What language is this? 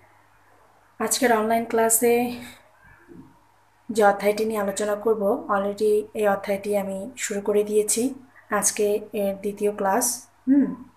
Bangla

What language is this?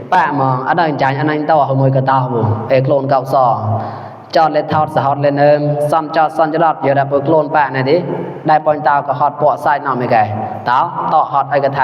Mon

